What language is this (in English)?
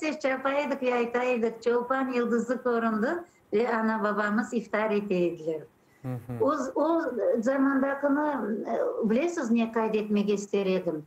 Crimean Tatar